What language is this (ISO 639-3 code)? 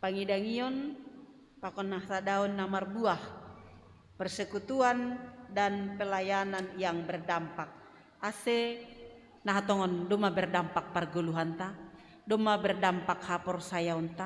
bts